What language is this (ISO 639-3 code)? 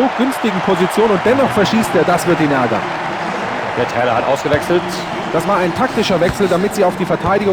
bar